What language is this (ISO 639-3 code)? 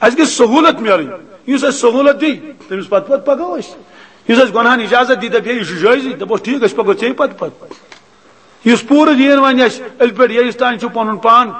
kas